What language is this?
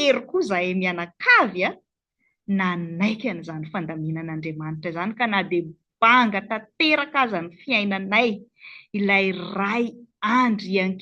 Malagasy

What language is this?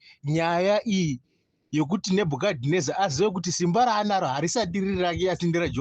Shona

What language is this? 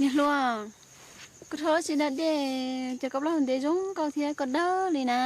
Hmong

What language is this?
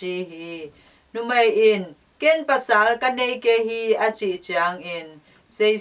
Tedim Chin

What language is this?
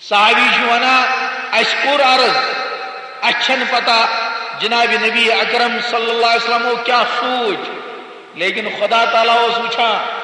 Kashmiri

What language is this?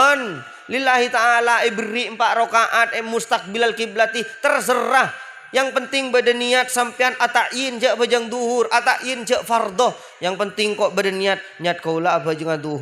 Madurese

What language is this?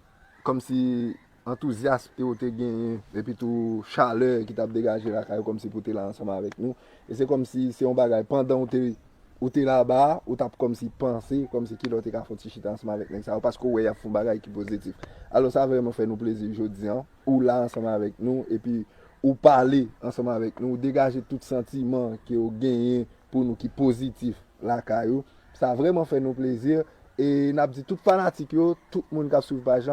Haitian Creole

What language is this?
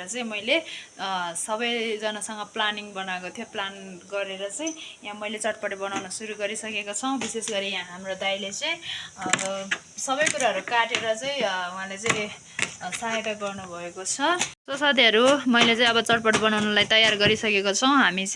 Nepali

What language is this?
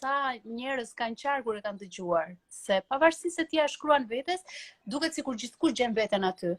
Albanian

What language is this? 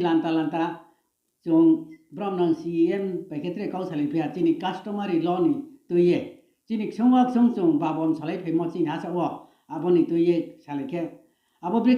Riang (India)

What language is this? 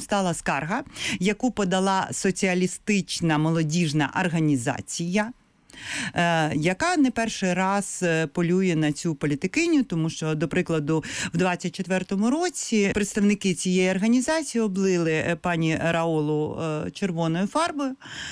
Ukrainian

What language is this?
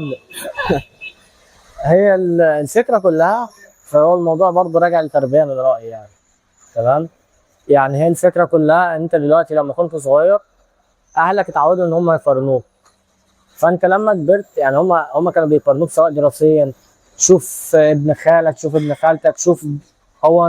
Egyptian Arabic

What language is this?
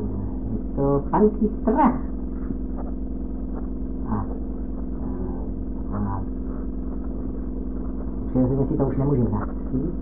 Czech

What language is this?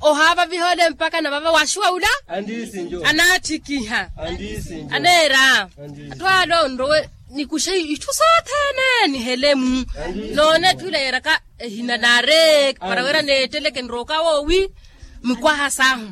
Makhuwa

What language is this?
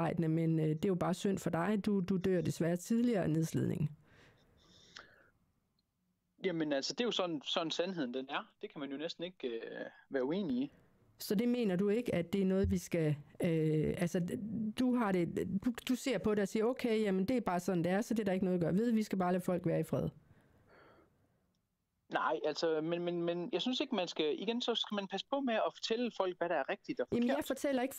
Danish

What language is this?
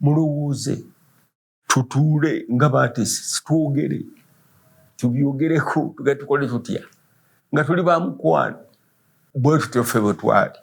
Ganda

